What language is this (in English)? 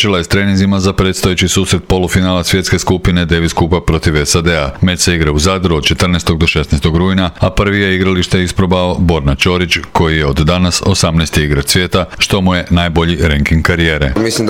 Croatian